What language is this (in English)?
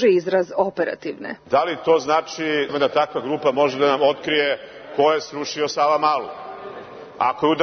Serbian